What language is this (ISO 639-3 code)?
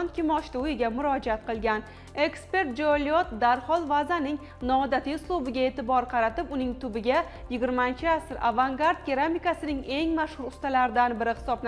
uzb